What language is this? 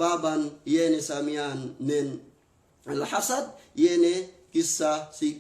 Yakan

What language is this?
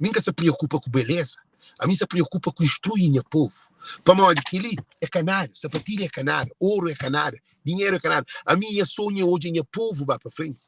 Kabuverdianu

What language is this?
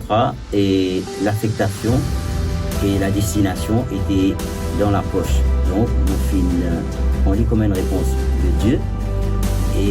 Morisyen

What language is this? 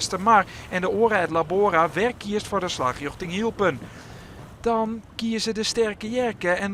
Western Frisian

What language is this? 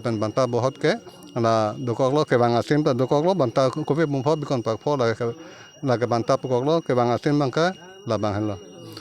Karbi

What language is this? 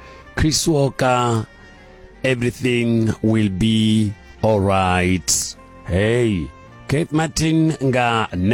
Venda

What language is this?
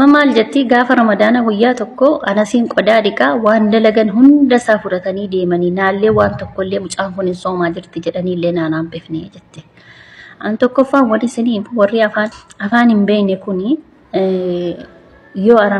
Oromo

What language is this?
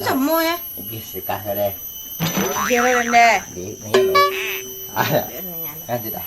Minangkabau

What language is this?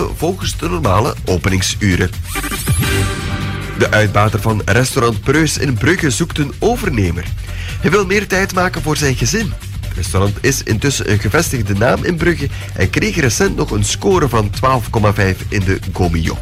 Dutch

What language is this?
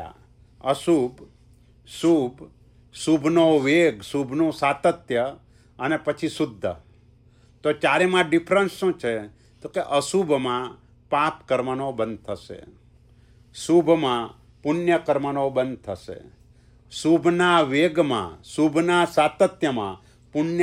Gujarati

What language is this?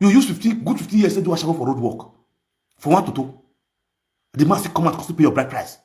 Nigerian Pidgin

